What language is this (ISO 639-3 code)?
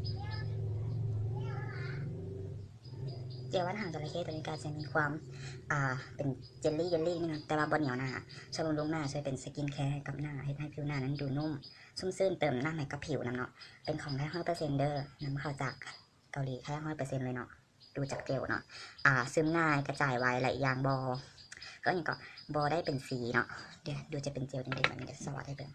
lao